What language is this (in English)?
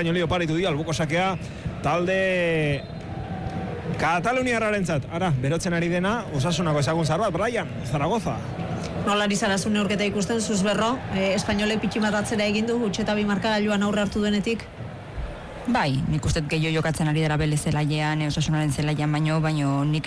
Basque